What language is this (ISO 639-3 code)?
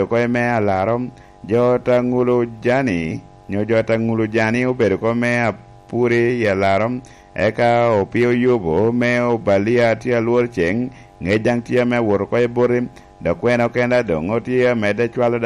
laj